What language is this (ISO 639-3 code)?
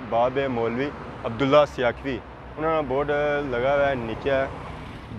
phr